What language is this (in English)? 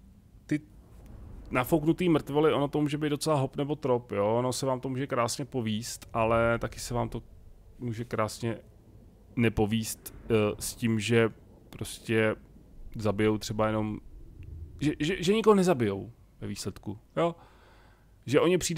Czech